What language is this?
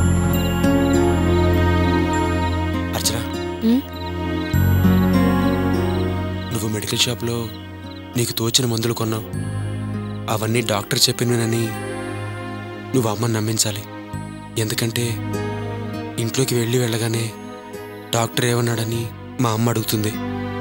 Telugu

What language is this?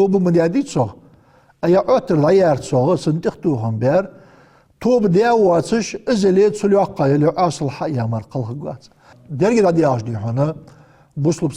Ingush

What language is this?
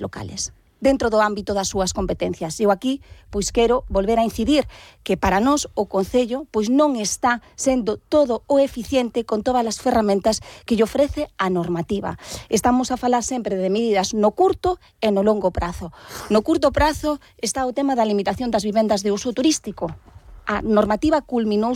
Galician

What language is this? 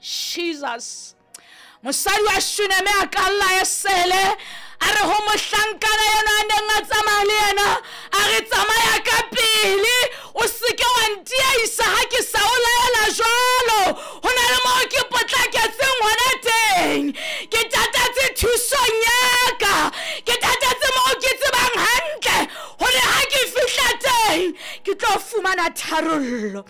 Southern Sotho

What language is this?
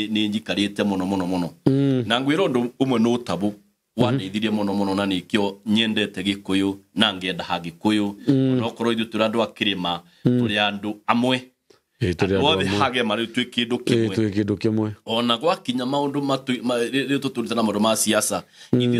Kikuyu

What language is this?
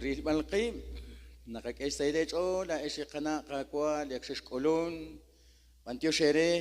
Kekchí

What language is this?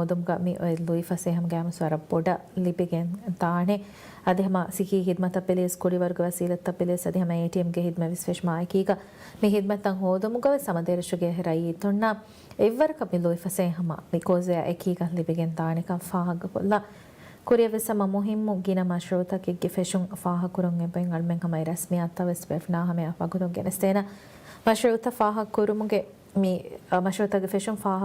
Divehi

